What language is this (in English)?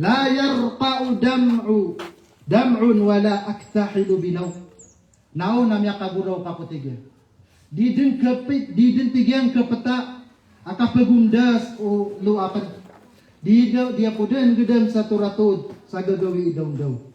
Maranao